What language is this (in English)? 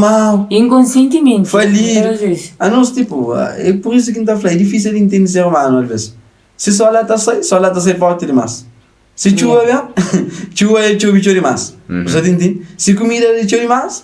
Kabuverdianu